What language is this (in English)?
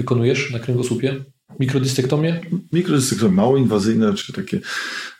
Polish